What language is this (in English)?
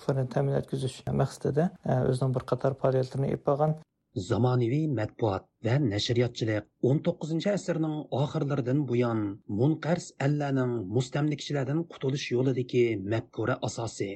Uyghur